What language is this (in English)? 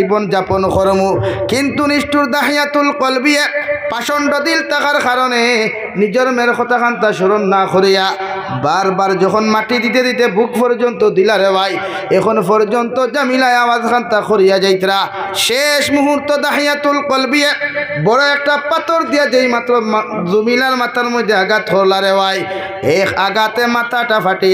Sylheti